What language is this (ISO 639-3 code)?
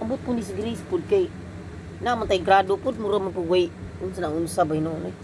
ceb